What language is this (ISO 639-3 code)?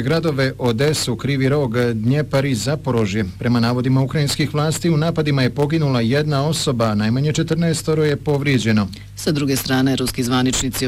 bos